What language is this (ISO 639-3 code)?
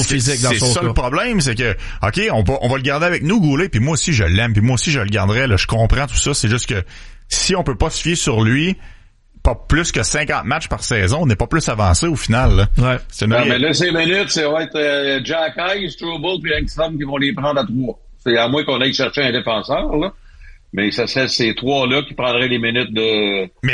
fra